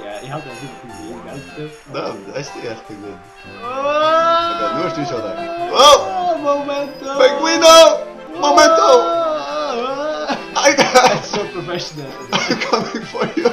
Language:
Faroese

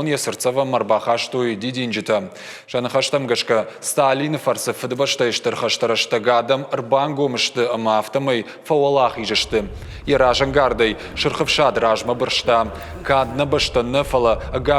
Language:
Ossetic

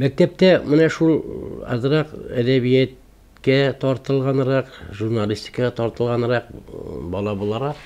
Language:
Tatar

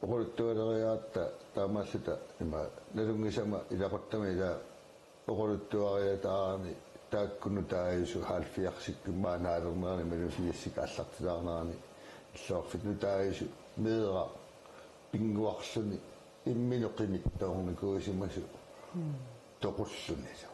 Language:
Kalaallisut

